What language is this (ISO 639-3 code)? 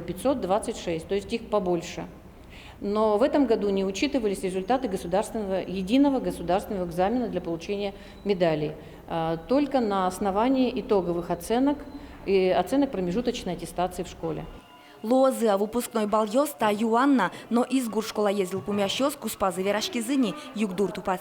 udm